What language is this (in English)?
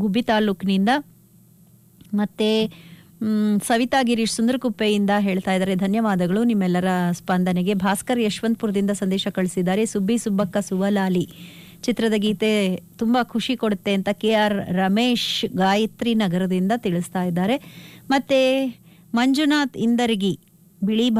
Kannada